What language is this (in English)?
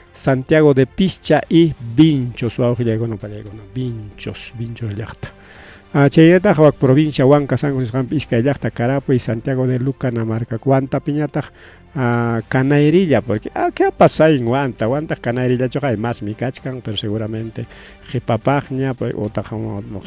Ayacucho Quechua